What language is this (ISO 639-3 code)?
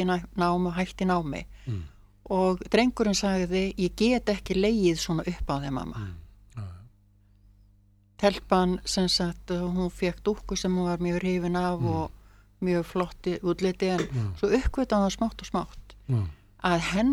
isl